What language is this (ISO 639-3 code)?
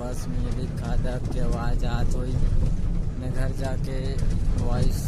hne